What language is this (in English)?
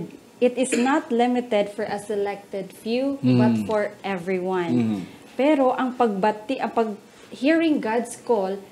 Hiligaynon